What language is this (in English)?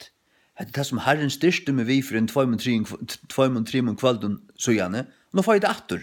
Faroese